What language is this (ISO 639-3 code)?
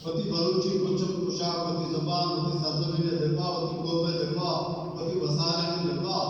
bal